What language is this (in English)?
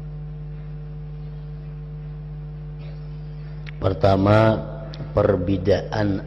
Indonesian